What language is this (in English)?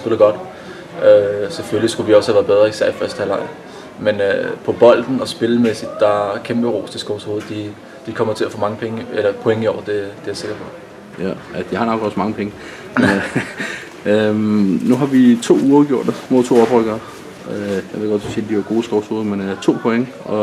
Danish